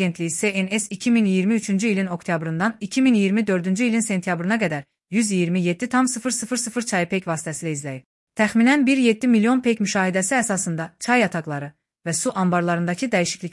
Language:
Azerbaijani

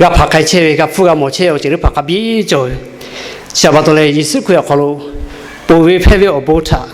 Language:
Lahu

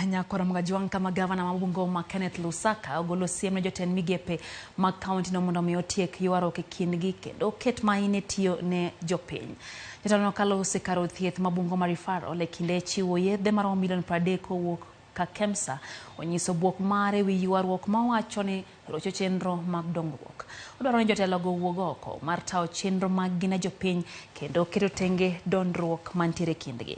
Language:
Luo (Kenya and Tanzania)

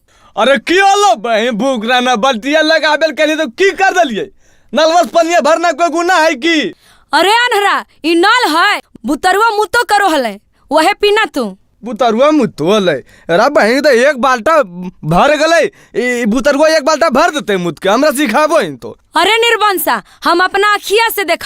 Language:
Magahi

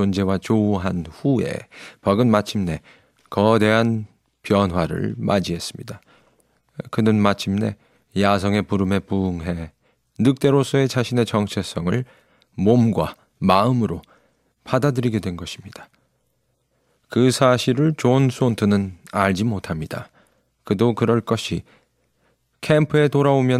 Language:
Korean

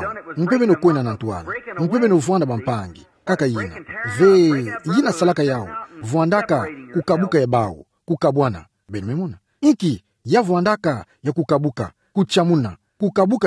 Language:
Kituba (Democratic Republic of Congo)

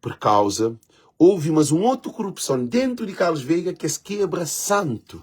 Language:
Kabuverdianu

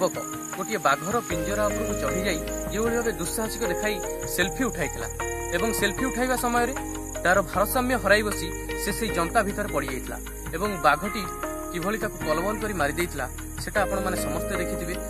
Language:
Odia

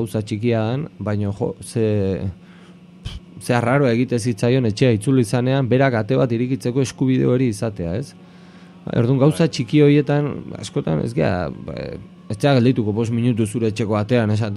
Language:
Basque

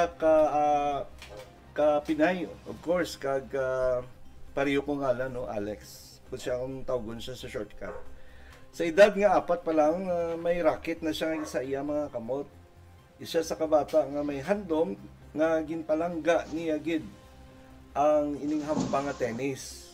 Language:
Hiligaynon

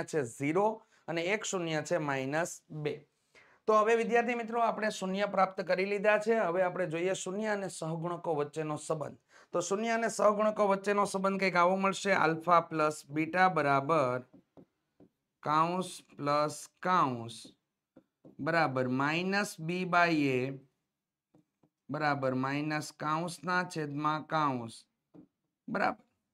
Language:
Gujarati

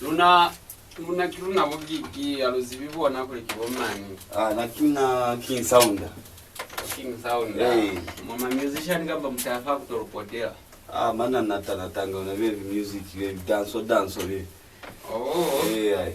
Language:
Lozi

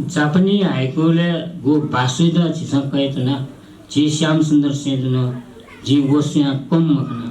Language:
Newari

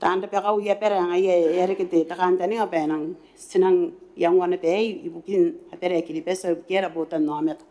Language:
Gilbertese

